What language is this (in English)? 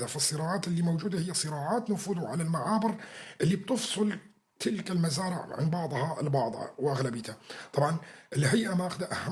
North Levantine Arabic